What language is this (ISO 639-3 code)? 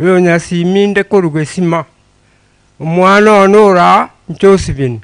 guz